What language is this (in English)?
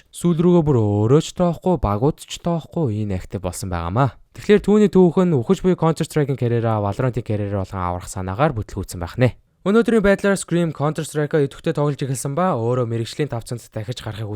Mongolian